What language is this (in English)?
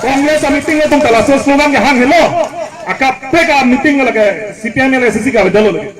Karbi